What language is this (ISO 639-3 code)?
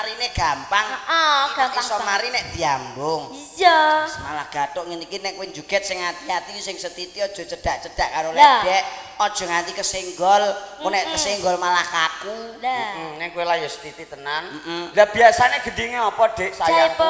jav